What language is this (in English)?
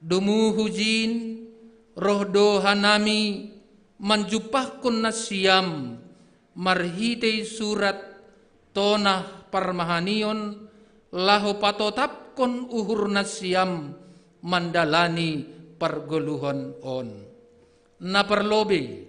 Batak Simalungun